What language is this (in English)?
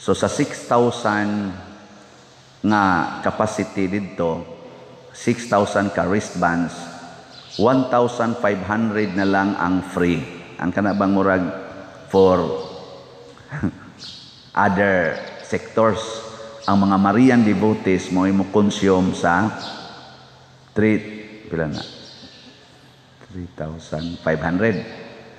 Cebuano